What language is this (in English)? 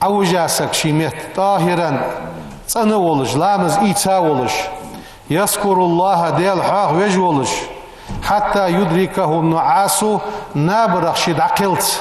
Ingush